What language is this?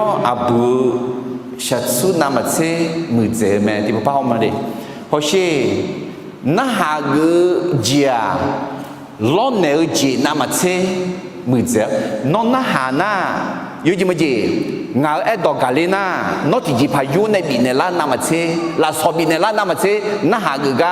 Akha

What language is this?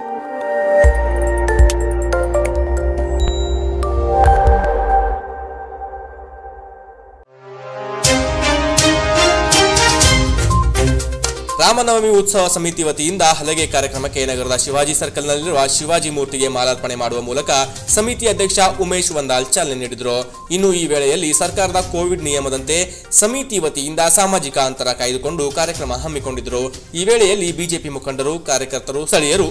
Kannada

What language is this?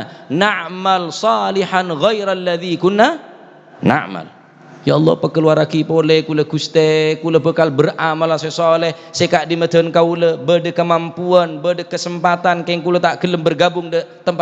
Madurese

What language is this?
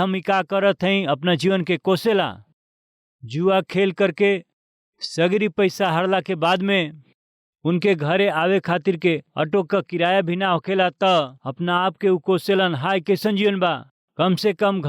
Bhojpuri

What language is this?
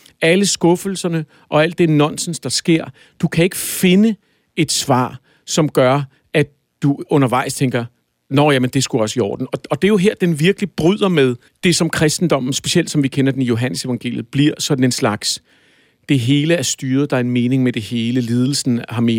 Danish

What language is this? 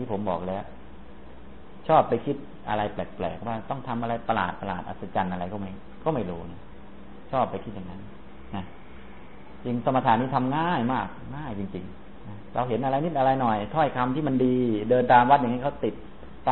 Thai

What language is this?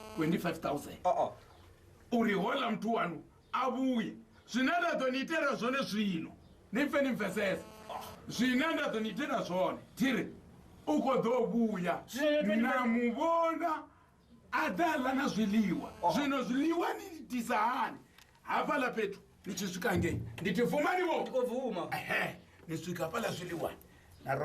Venda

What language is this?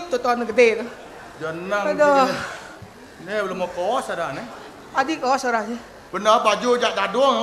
Balinese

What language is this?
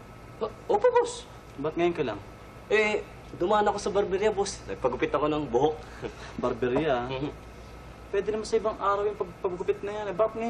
Filipino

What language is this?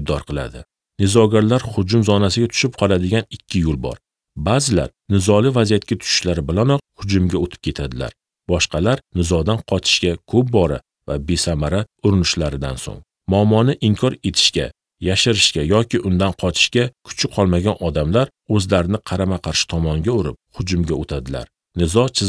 Uzbek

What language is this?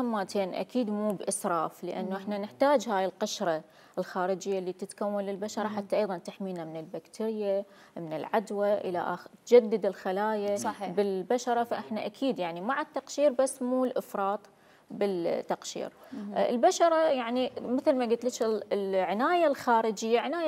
Mesopotamian Arabic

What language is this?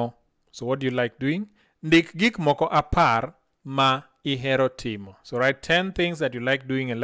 Luo (Kenya and Tanzania)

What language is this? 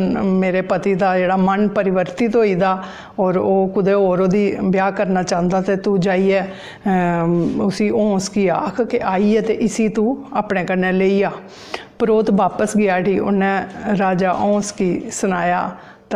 Dogri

